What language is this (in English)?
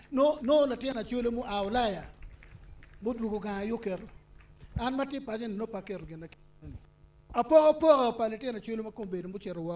Acoli